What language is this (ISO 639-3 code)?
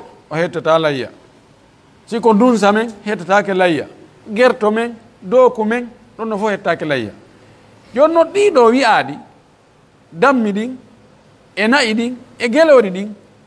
fuf